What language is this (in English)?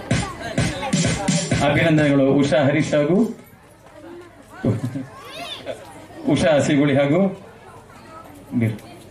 Kannada